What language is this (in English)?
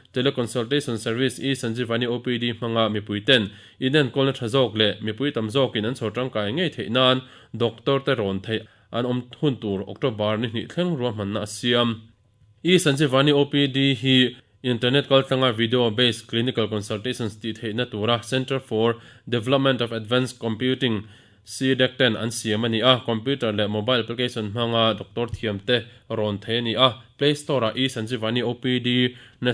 Mizo